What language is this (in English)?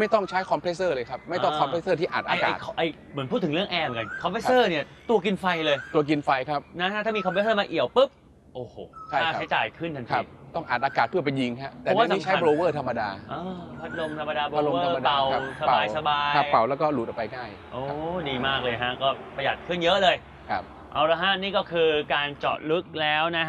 Thai